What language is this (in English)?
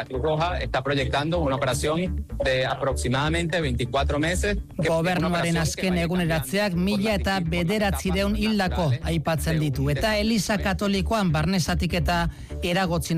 Basque